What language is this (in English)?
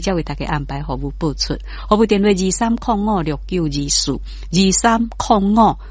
Min Nan Chinese